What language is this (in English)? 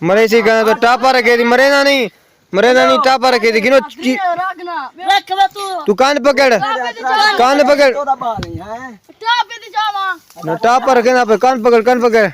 Saraiki